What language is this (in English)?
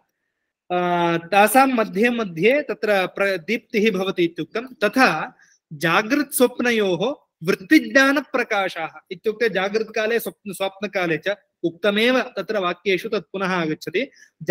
Sanskrit